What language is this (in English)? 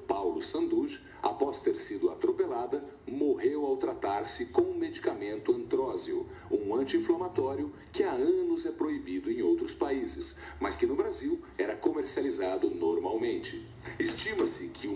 Portuguese